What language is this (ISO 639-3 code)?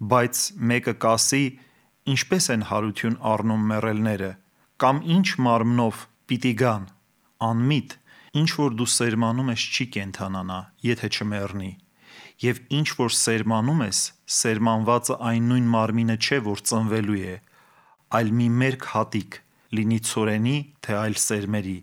hye